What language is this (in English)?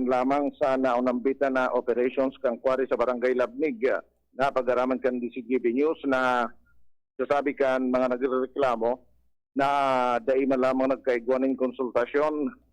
Bikol